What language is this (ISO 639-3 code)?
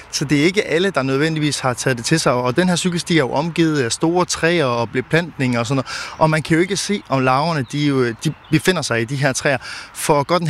dan